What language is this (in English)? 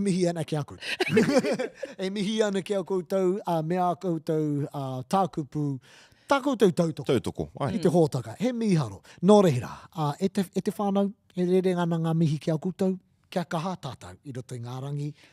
Māori